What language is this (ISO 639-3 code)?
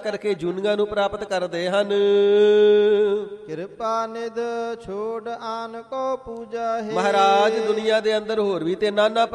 pan